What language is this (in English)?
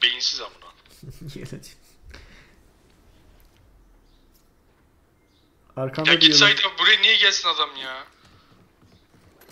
Turkish